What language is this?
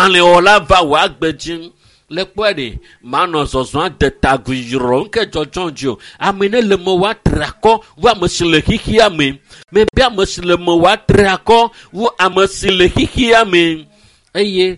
Ewe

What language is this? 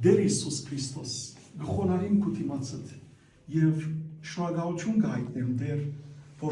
Western Armenian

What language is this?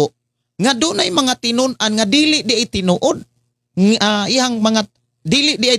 Cebuano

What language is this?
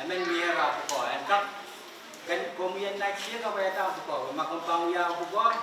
Pohnpeian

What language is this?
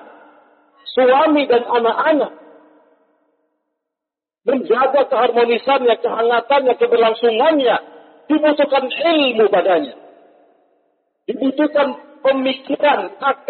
Indonesian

